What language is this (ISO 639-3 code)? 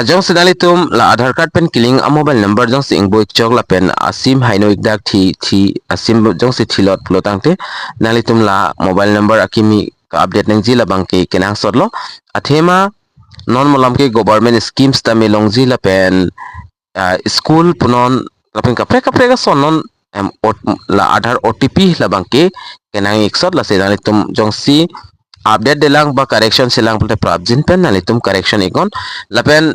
mjw